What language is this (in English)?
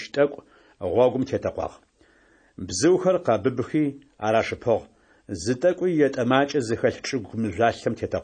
Adyghe